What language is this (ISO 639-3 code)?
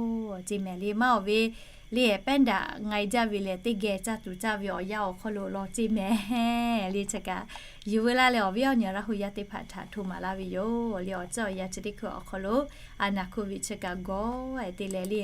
lhu